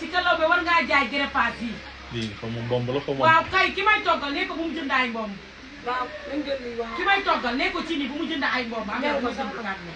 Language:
Wolof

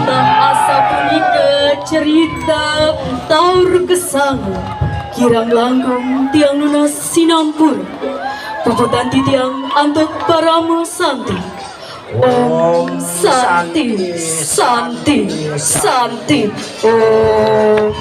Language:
Balinese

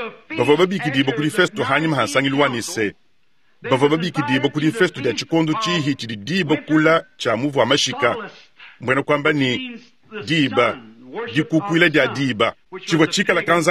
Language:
Luba-Lulua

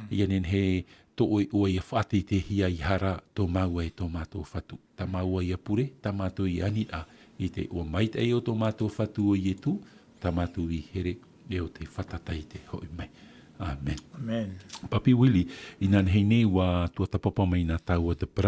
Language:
Tahitian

